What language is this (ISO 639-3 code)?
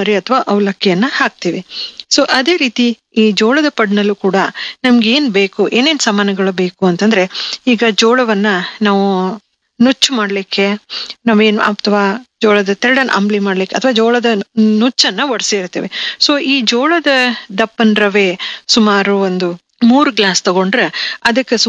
kan